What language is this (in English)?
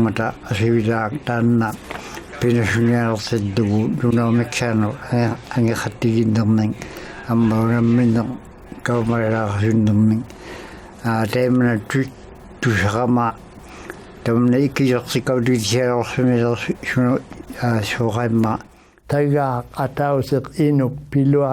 Inuktitut